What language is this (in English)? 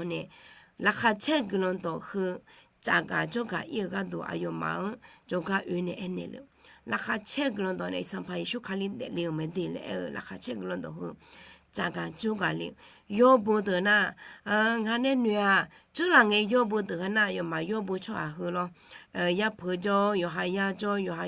Akha